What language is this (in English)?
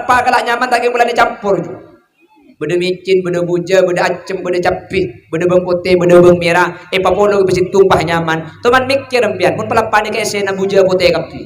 Madurese